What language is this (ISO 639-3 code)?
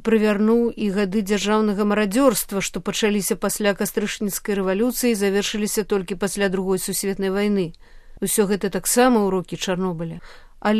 bel